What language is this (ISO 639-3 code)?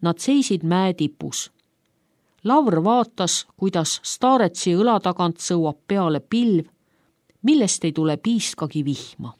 est